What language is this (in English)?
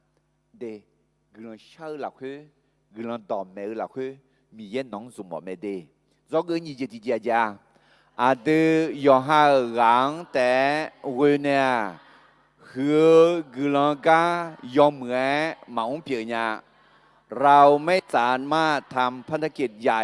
Akha